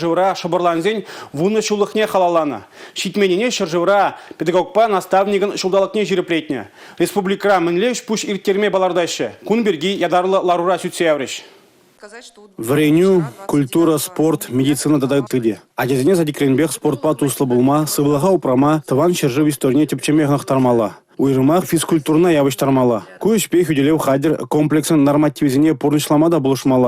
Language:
Chuvash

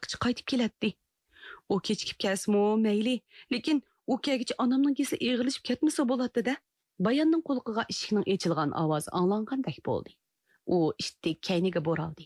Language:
Uyghur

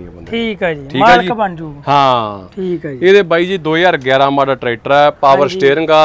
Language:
Punjabi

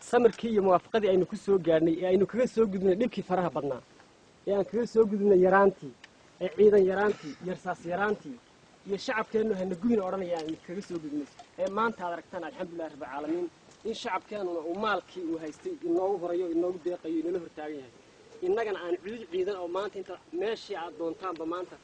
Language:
Somali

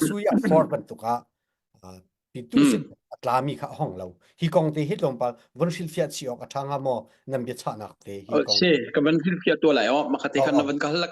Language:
Hakha Chin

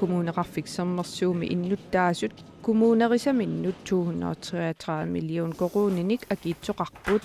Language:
Kalaallisut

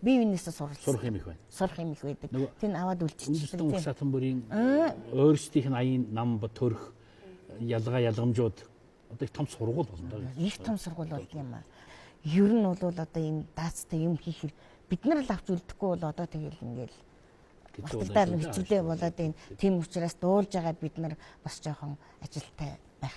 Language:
Mongolian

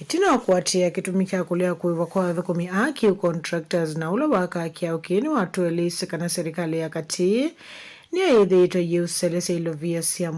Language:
Kamba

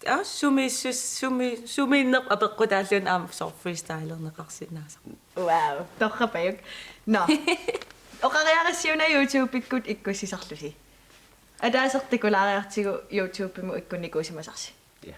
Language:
Kalaallisut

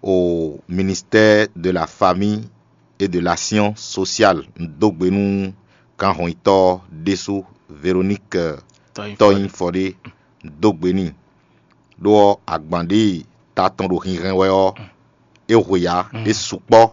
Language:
Fon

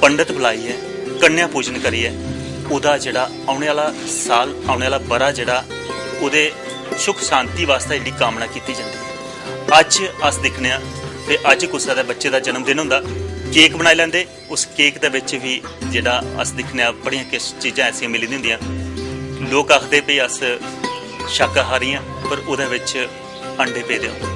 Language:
Dogri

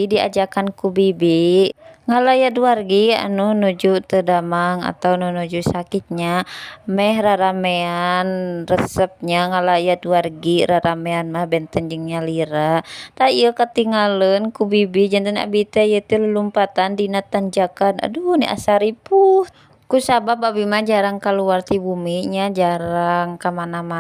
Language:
Sundanese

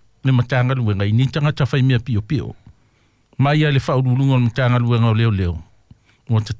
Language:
Samoan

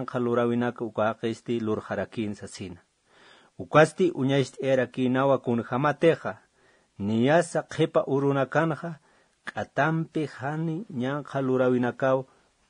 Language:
Aymara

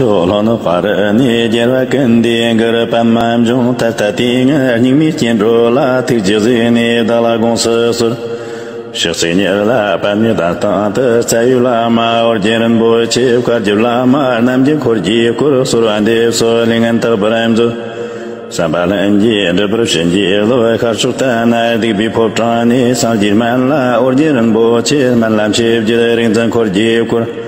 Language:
Tibetan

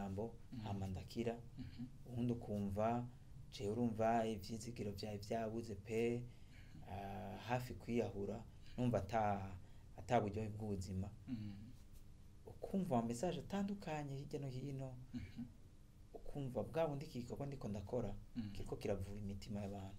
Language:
Rundi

